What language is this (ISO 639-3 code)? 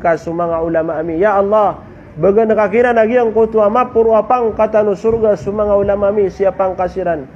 mrw